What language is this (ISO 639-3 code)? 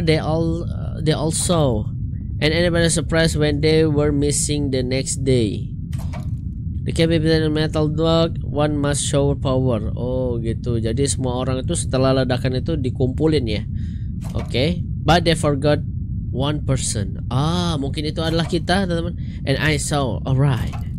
ind